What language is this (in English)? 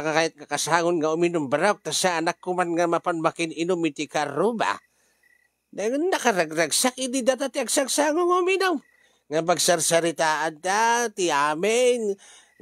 Iloko